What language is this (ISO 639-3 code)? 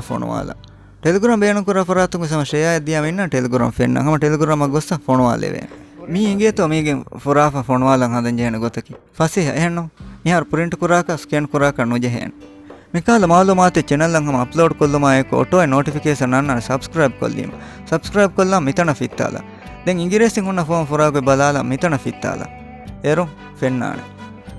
div